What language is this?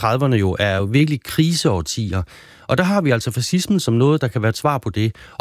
Danish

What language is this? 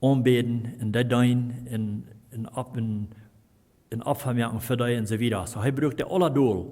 Plautdietsch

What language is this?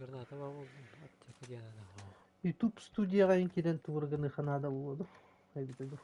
Yakut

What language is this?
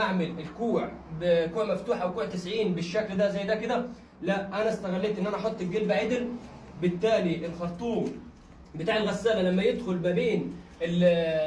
Egyptian Arabic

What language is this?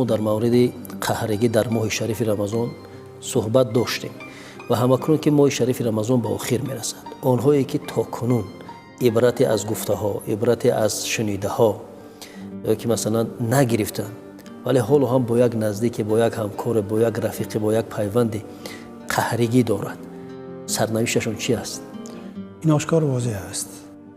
Tajik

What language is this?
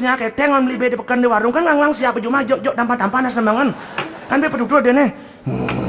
Balinese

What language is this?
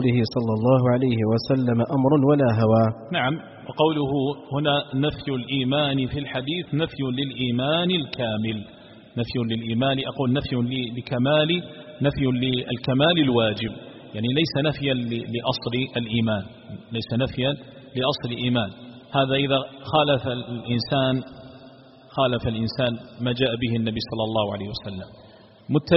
Arabic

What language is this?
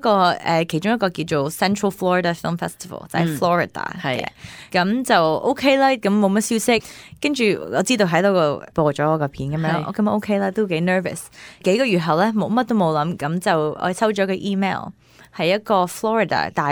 Cantonese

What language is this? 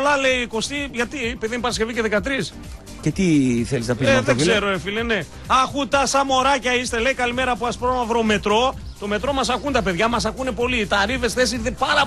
Greek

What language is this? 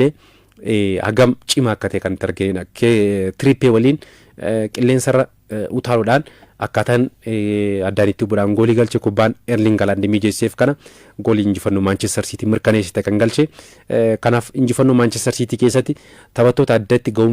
Oromo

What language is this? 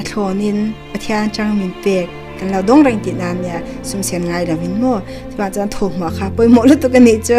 Mizo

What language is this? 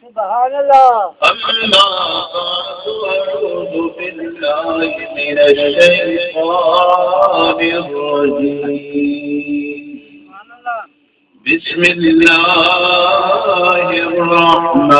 Saraiki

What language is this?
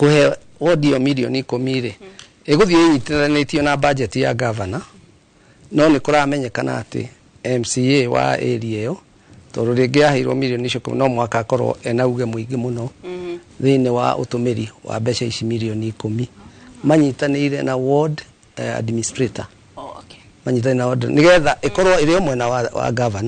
Kikuyu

